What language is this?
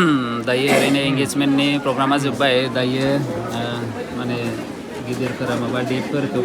Bodo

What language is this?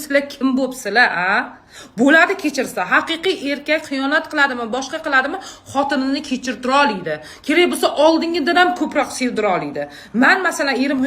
Uzbek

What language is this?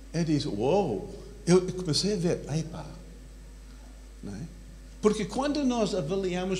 Portuguese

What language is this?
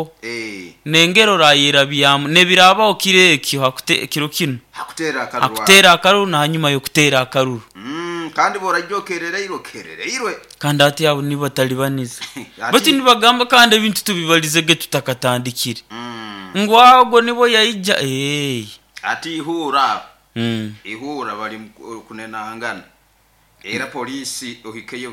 Nyoro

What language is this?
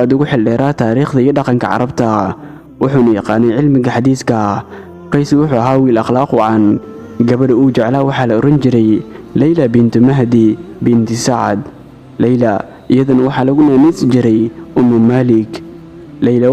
Somali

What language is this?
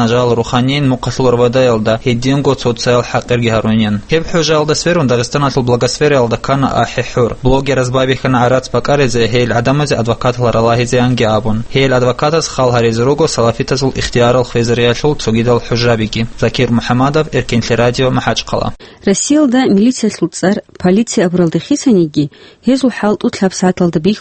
Avaric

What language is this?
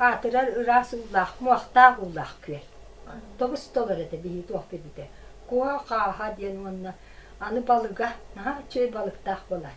Yakut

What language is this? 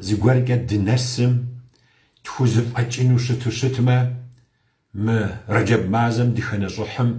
Kabardian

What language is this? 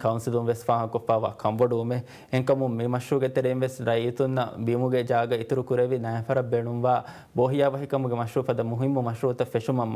Divehi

